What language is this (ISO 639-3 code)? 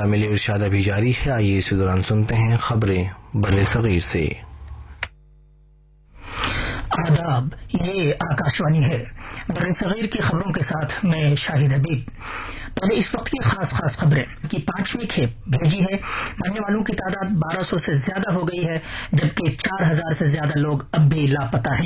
urd